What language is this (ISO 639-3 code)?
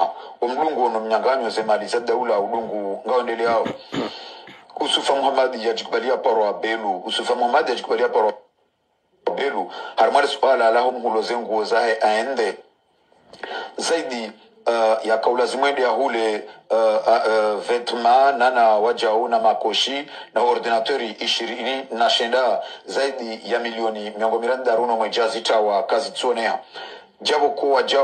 swa